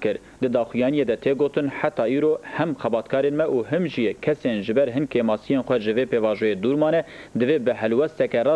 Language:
Kurdish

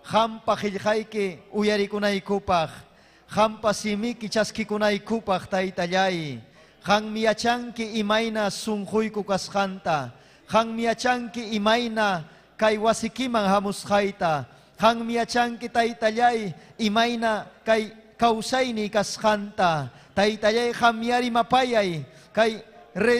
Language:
Ayacucho Quechua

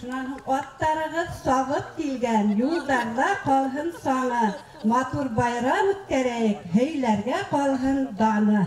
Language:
Bashkir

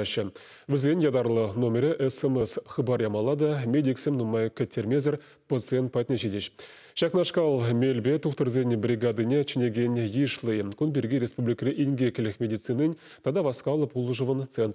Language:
Chuvash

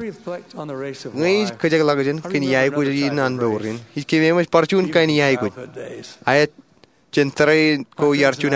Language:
Marshallese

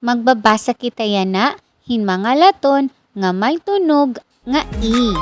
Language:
Waray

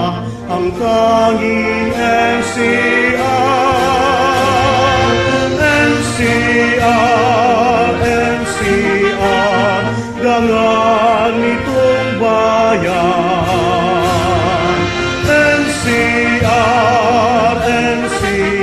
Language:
Filipino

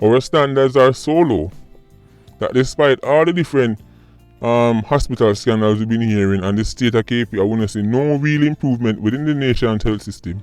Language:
Jamaican Creole English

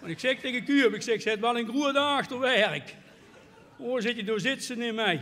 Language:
Limburgish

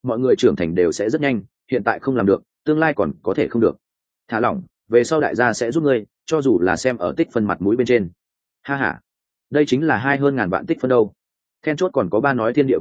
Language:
Vietnamese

